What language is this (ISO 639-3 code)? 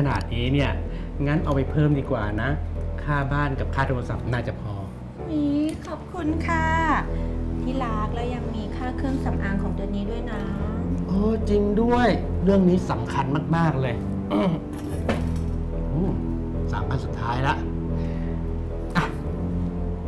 tha